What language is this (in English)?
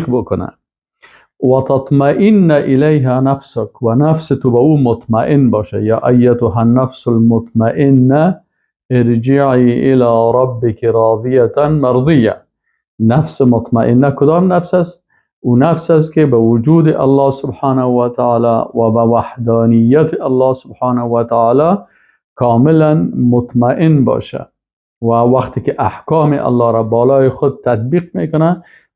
Persian